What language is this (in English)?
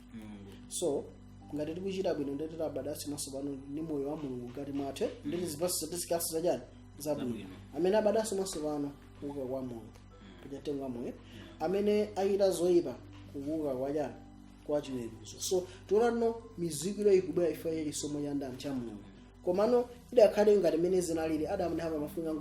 Nyanja